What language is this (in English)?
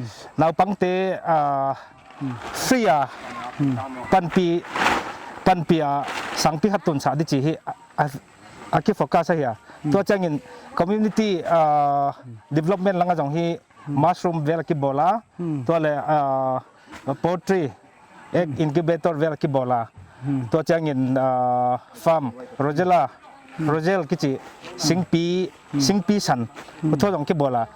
Paite Chin